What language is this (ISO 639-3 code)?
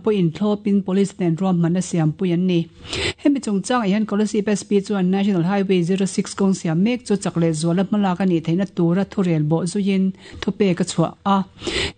lus